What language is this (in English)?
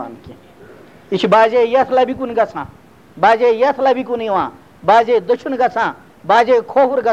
Kashmiri